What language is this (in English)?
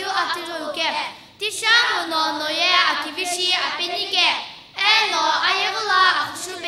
Sumi Naga